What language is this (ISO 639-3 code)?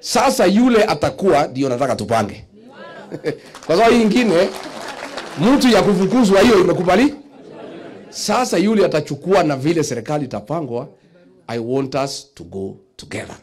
swa